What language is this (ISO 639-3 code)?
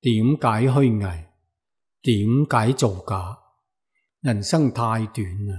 yue